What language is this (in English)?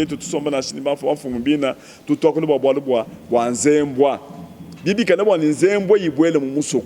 Luba-Lulua